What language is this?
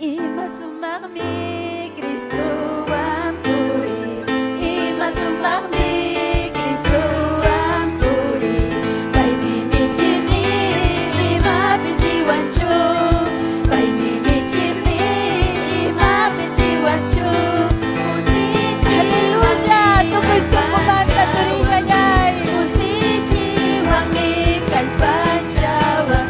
Ayacucho Quechua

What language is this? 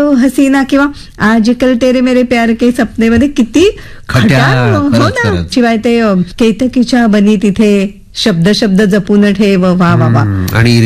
Marathi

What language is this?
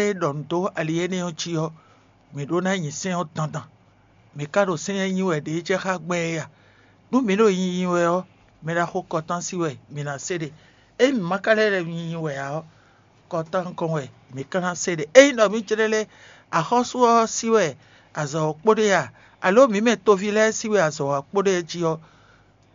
Fon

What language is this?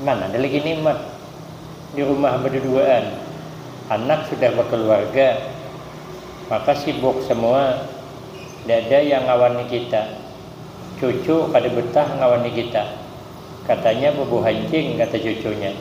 Banjar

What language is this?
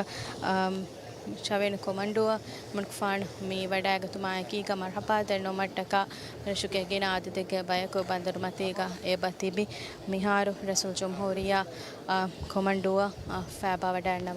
Divehi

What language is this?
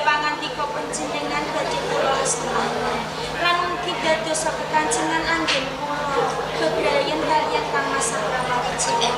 Javanese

